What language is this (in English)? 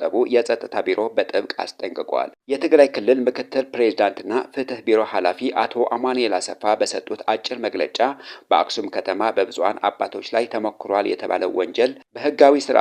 Amharic